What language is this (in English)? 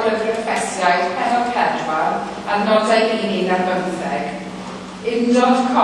Welsh